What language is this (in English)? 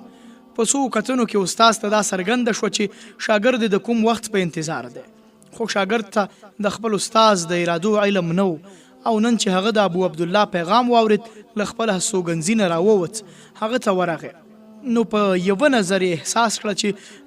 Pashto